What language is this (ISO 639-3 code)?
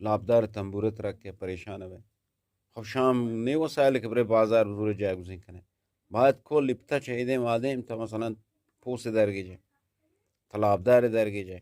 bgp